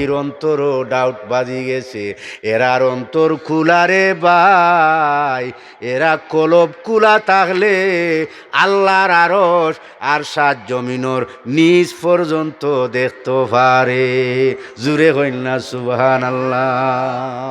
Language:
Sylheti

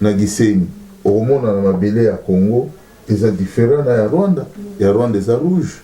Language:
Lingala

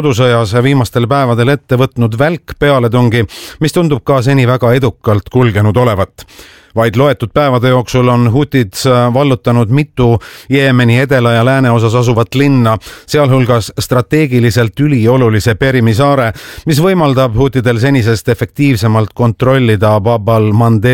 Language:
Estonian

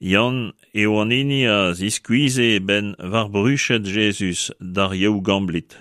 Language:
Breton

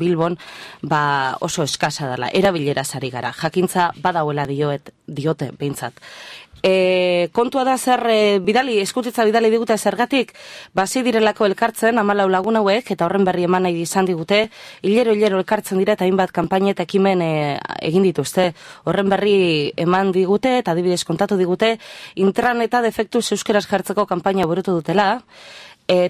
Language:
Basque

